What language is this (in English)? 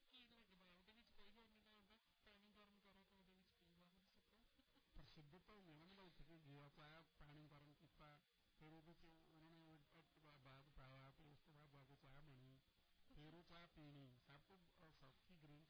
Punjabi